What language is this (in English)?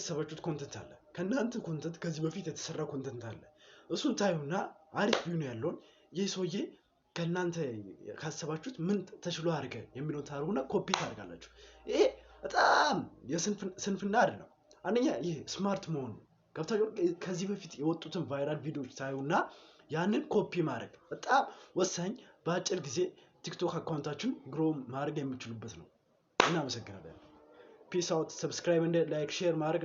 Amharic